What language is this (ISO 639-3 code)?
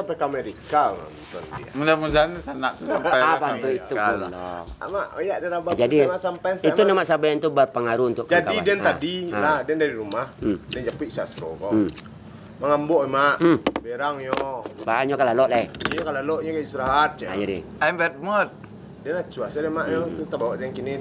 min